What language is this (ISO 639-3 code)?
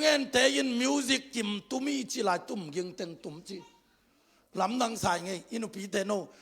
ctd